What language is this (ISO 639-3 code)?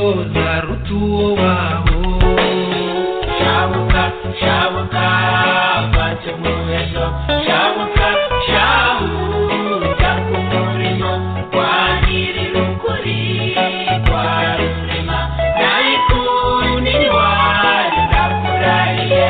kin